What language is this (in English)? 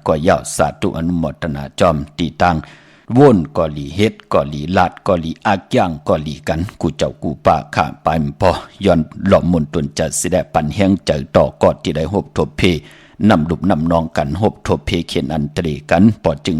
Shan